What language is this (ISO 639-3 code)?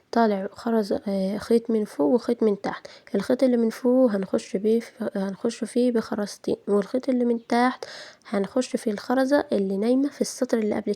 arz